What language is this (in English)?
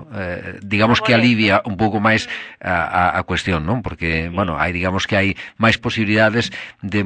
Galician